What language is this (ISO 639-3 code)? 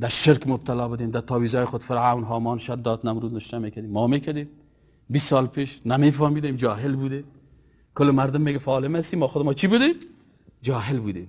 fas